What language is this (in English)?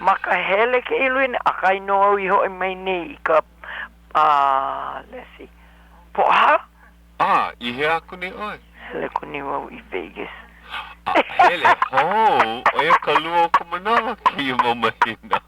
Hawaiian